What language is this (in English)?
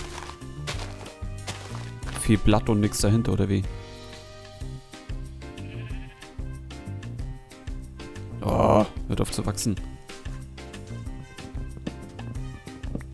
German